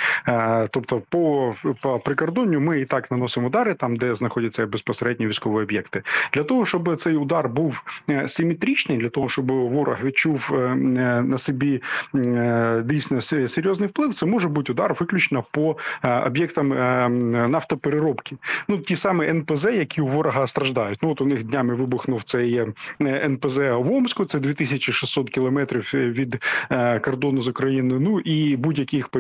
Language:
Ukrainian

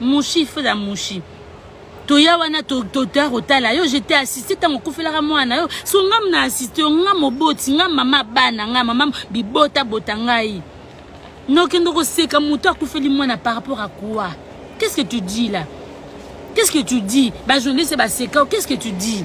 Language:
Lingala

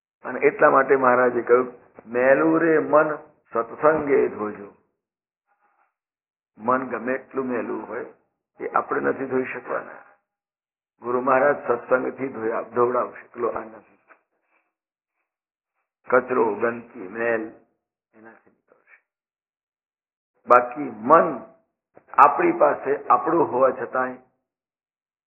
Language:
Gujarati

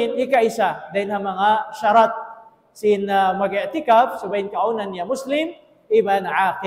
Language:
Tausug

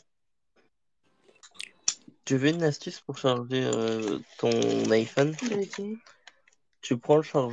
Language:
French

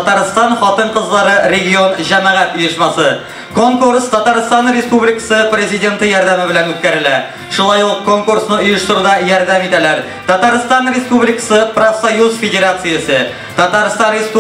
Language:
Tatar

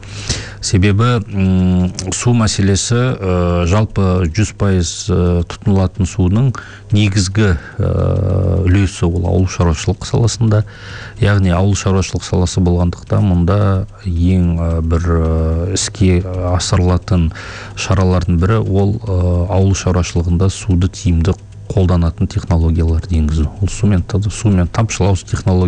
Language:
Kazakh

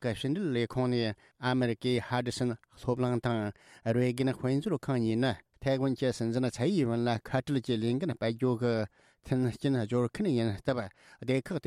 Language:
Tibetan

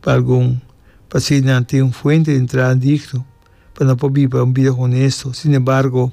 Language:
Papiamento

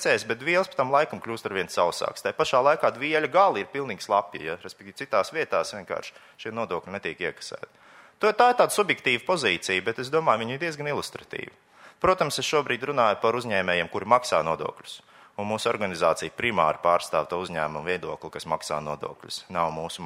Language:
Latvian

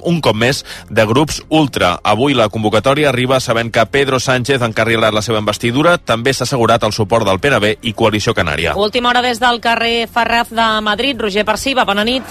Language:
Catalan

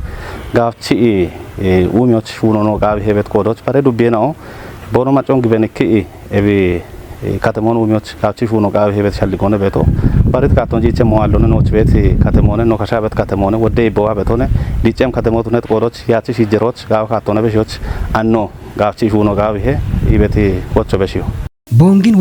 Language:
Kafa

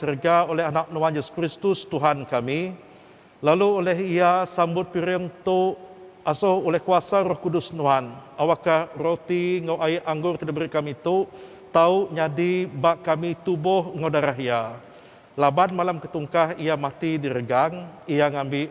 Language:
Iban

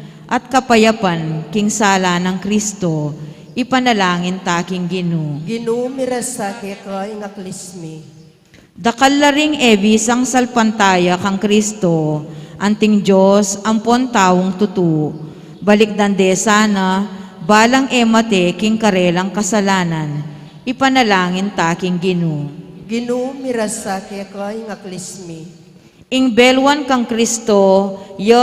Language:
Pampanga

